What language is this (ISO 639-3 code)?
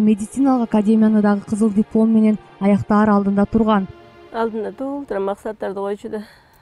kir